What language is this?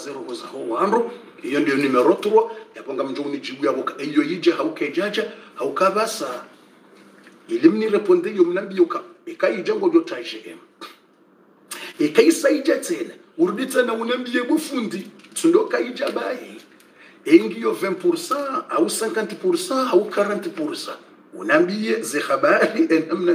Swahili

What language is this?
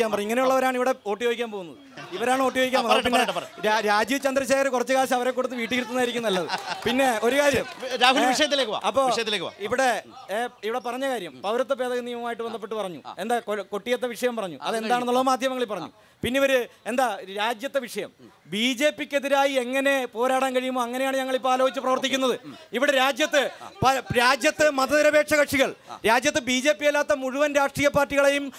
Malayalam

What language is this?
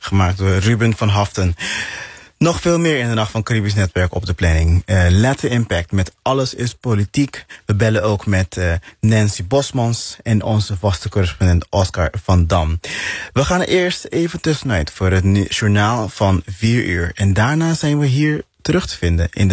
Dutch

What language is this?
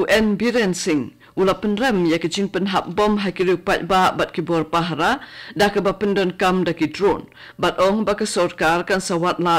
Khasi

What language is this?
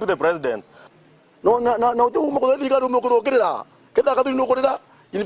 Meru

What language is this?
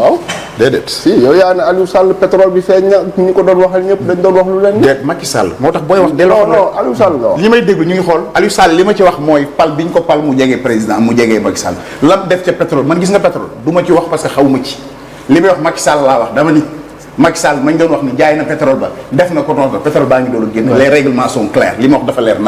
Wolof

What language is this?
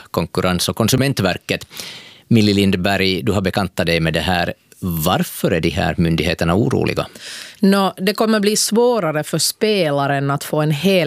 Swedish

